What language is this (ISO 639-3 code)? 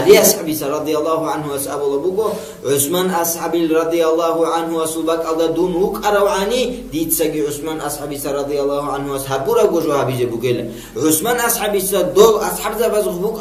ava